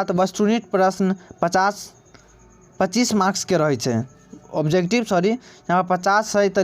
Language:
Maithili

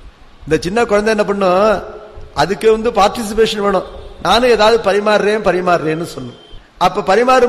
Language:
Tamil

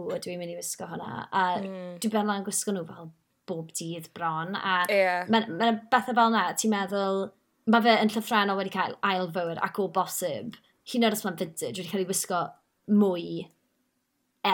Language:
Welsh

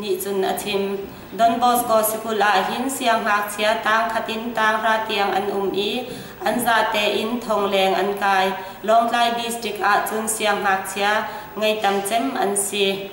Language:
Hakha Chin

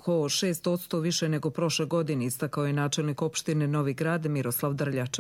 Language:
Bosnian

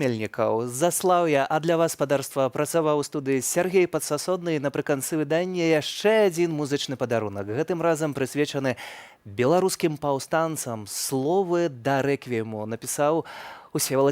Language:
Belarusian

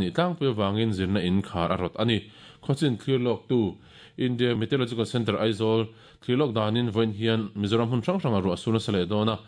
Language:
Mizo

